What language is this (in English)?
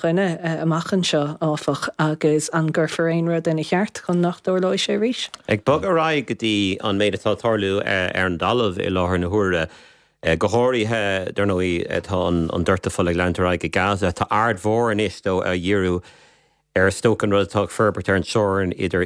Irish